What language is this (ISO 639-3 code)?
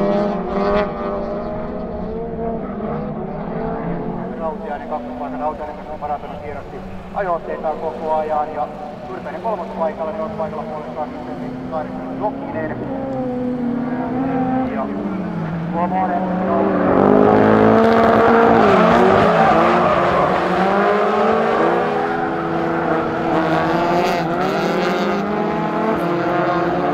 fin